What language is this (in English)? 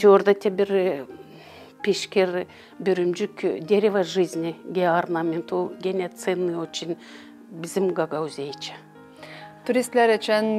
Gagauz